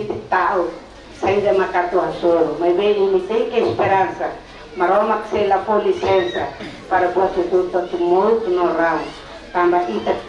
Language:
Tetum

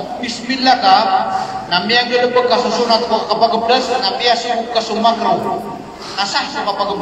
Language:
Maranao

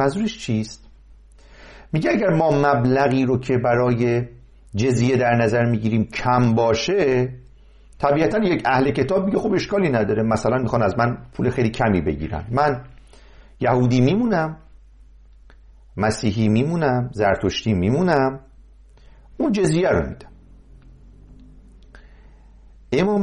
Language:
Persian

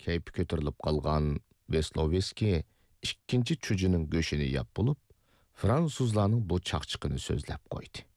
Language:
Uyghur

